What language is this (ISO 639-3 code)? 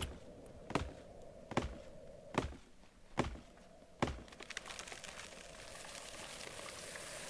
eng